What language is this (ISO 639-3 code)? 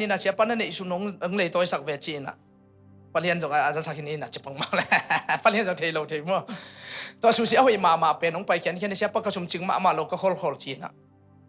ctd